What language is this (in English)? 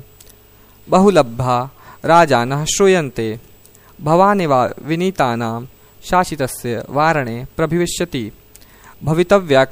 Sanskrit